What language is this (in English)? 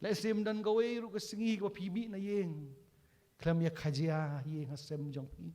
Khasi